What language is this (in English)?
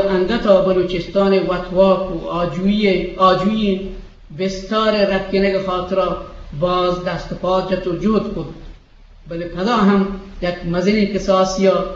Eastern Balochi